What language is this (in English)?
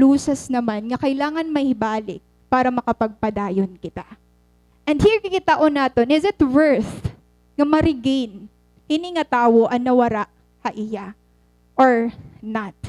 Waray